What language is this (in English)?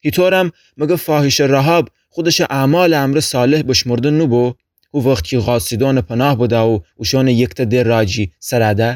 Gilaki